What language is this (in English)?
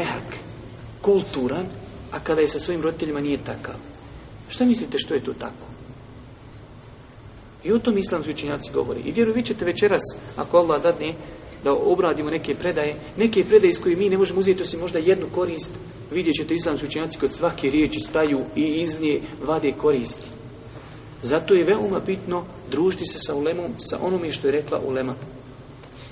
Bosnian